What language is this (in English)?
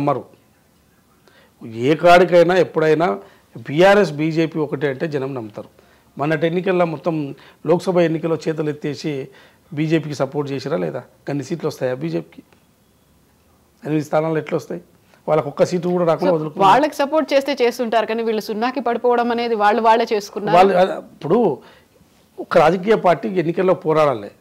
Telugu